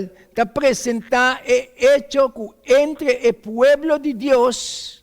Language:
Papiamento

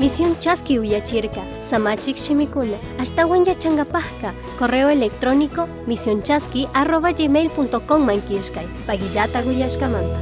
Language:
Chimborazo Highland Quichua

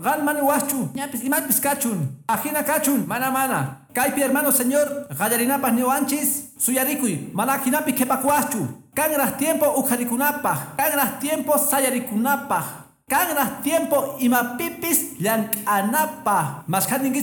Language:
Quechua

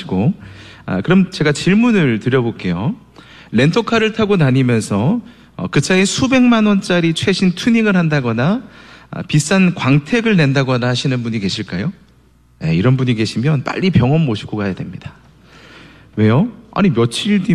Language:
Korean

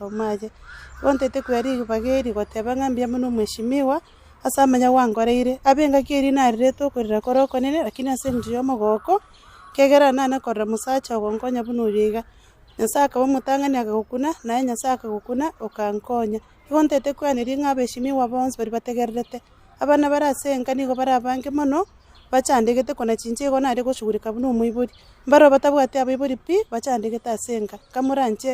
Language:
Gusii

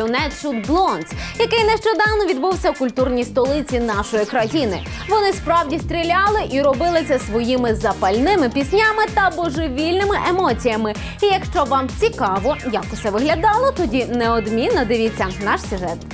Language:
Ukrainian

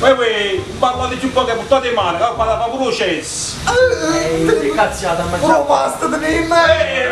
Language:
Neapolitan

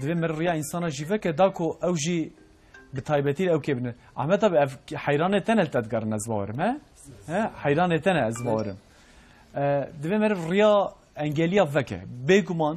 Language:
Kurdish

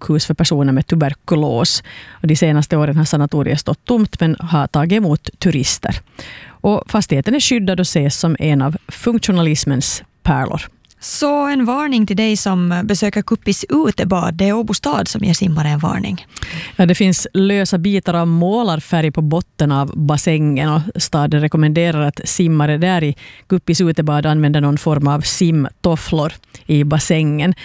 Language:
Swedish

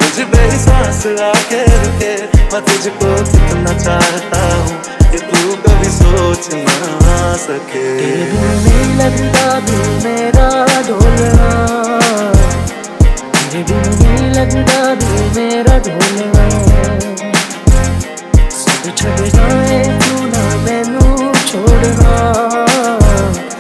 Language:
Hindi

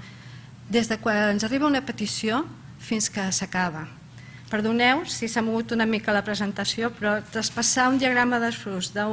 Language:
Catalan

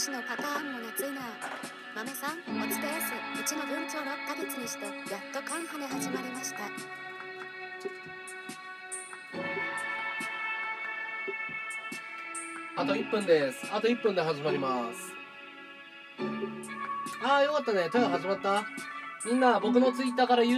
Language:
Japanese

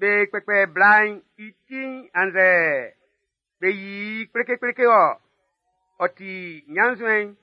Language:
Baoulé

